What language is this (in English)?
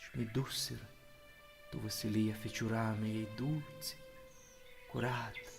Aromanian